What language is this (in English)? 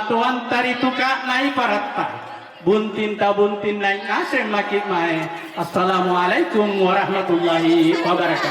Makasar